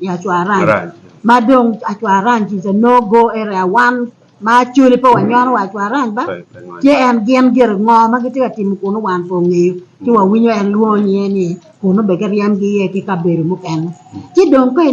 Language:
Acoli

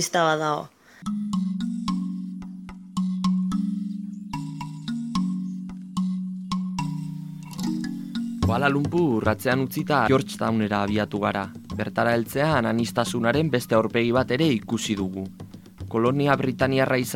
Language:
Basque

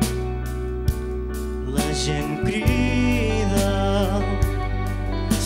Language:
Catalan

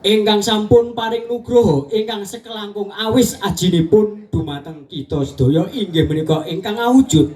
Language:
Javanese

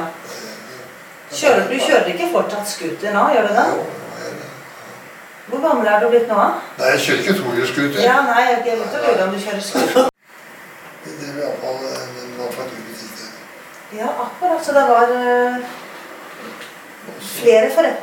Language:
Norwegian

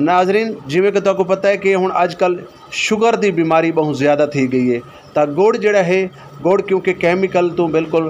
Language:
Saraiki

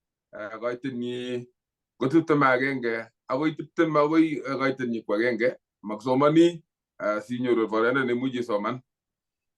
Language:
Kalenjin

